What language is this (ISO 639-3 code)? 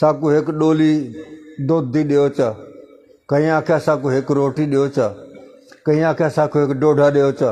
skr